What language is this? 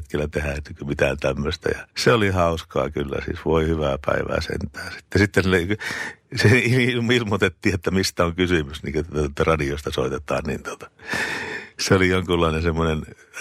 Finnish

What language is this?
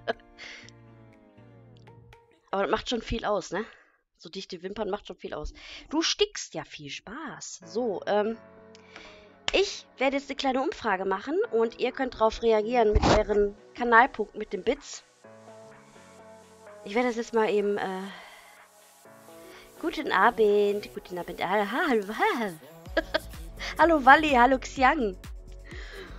German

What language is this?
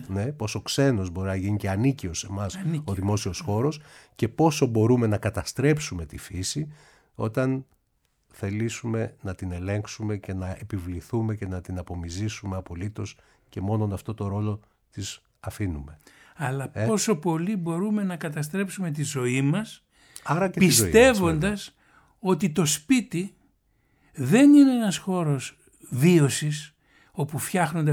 Greek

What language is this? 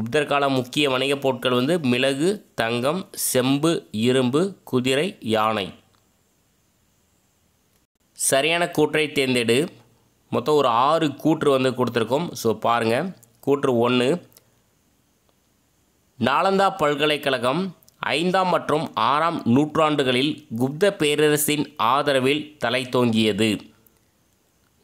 Tamil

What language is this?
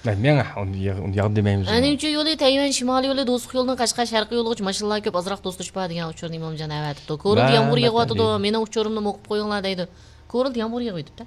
Uyghur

